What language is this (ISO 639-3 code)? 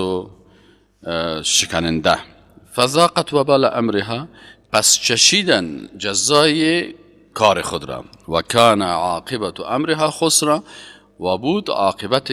fas